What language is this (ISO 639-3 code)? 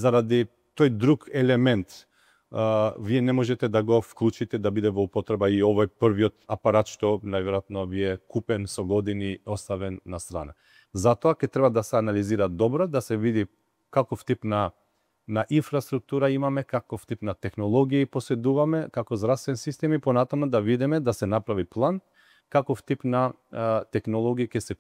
mkd